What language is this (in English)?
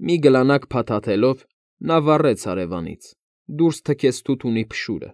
Armenian